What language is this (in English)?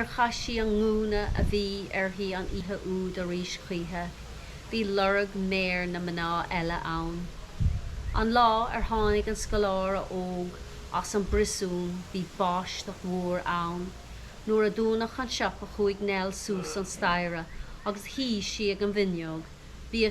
Irish